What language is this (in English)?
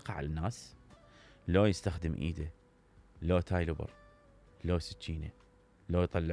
Mesopotamian Arabic